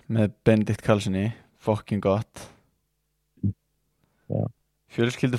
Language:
Icelandic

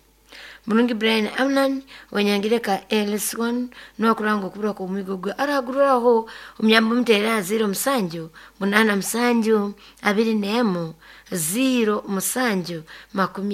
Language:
Nyoro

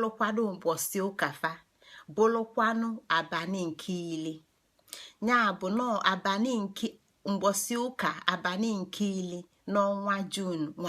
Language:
Igbo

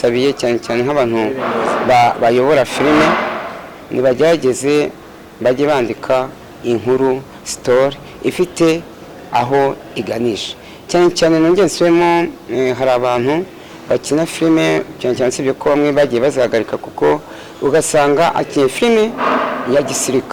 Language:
Kinyarwanda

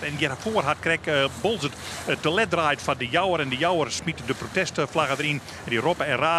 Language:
Western Frisian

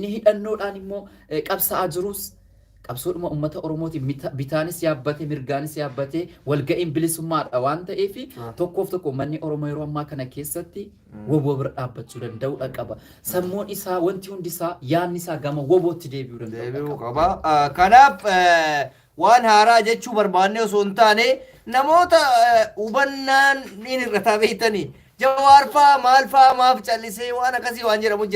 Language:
Oromo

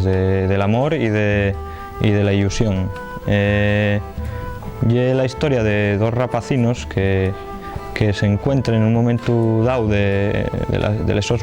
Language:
Asturian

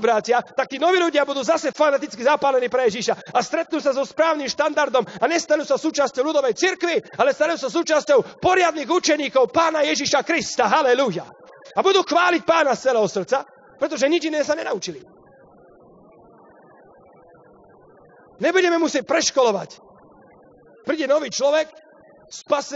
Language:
Slovak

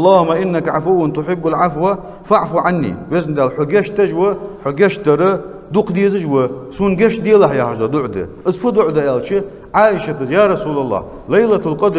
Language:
Ingush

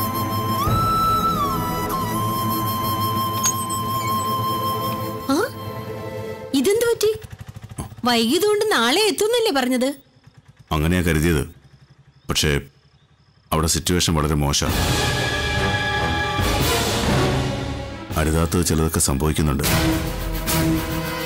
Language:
Malayalam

